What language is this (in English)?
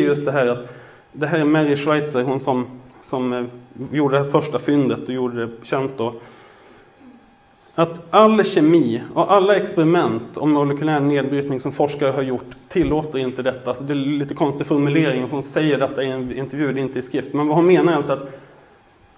Swedish